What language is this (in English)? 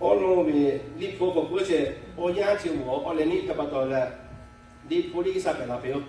Lahu